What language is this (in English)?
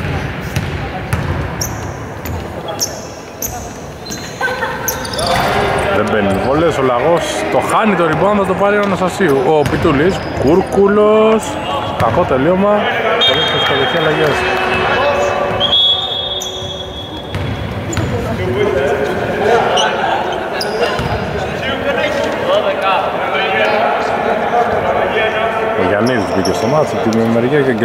Greek